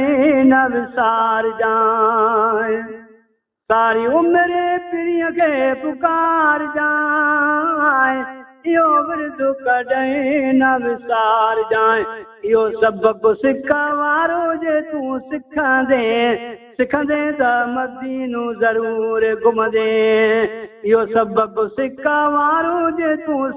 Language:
Saraiki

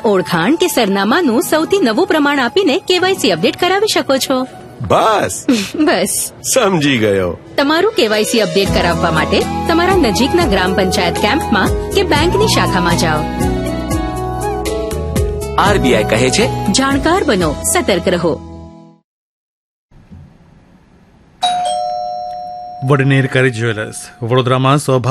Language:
Gujarati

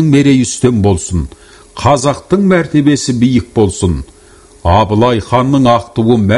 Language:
Kazakh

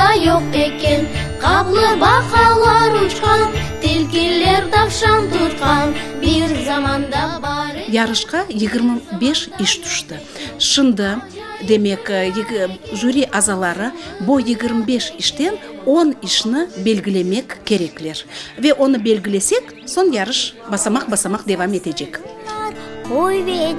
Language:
Crimean Tatar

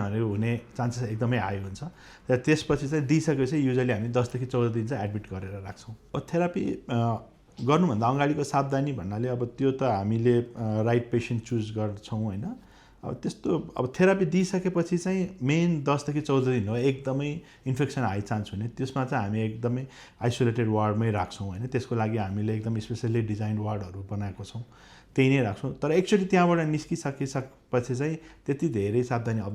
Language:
Nepali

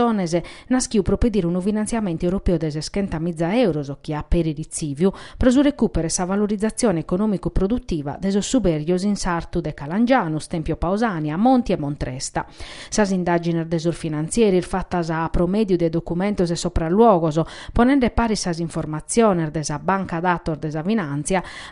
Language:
Sardinian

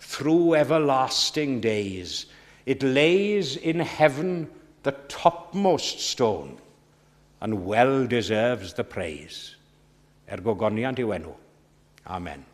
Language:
Welsh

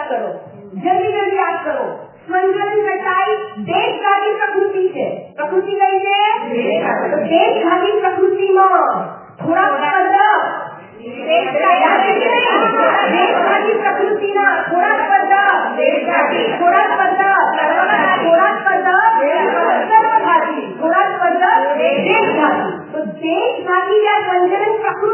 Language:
Gujarati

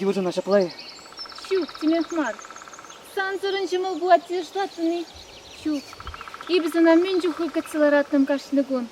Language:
Chuvash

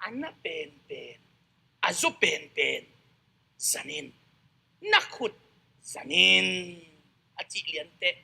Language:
Tedim Chin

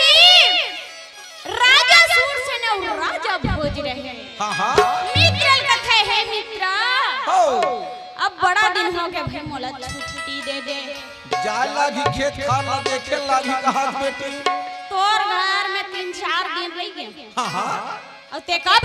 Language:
Chhattisgarhi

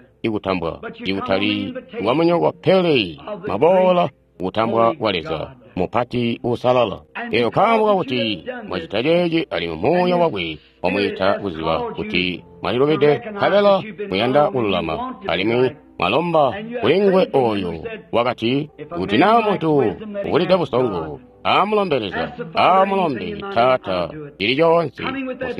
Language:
Tonga (Zambia)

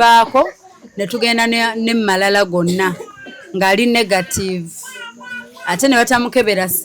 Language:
Ganda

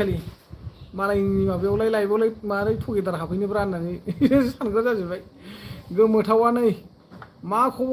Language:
Bodo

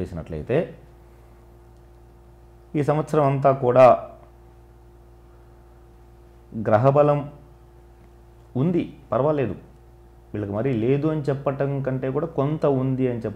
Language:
Telugu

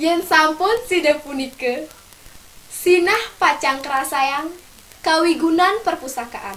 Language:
Balinese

